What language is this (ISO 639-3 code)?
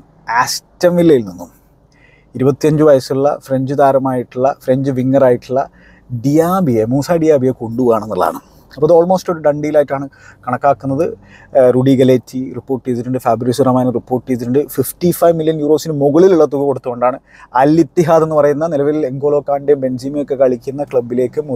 mal